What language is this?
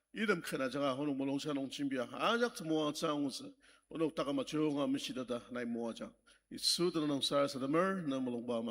Ao Naga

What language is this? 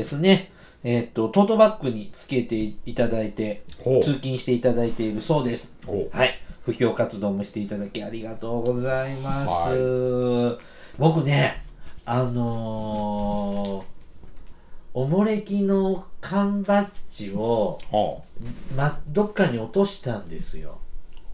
Japanese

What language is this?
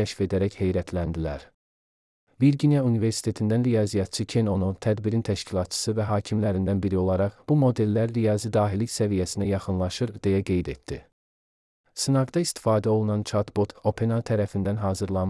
Azerbaijani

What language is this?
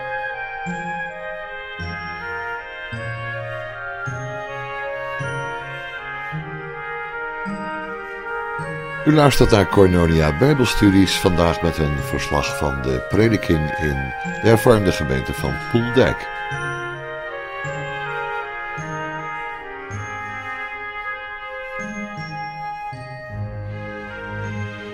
Dutch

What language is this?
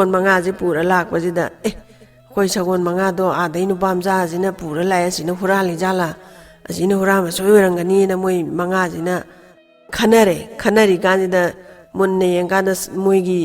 Manipuri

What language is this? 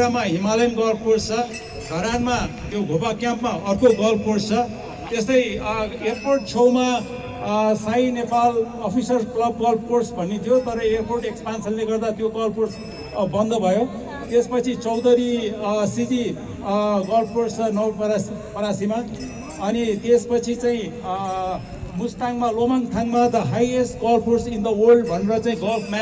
Nepali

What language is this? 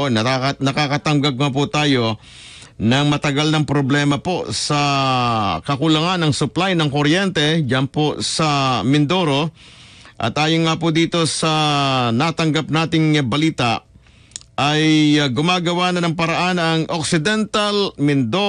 Filipino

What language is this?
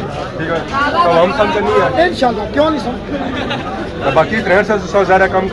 Pahari-Potwari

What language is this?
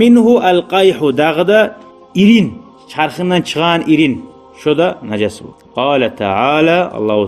Kumyk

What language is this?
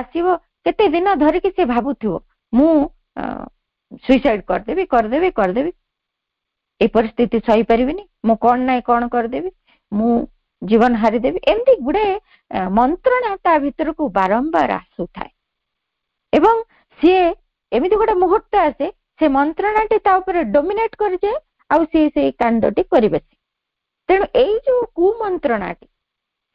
Odia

